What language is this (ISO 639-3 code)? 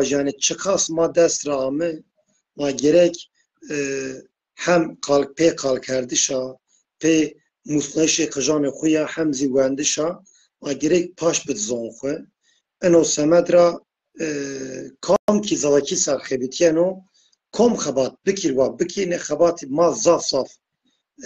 zza